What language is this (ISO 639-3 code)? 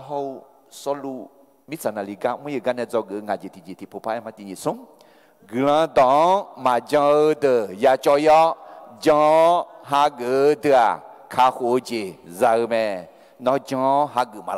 ahk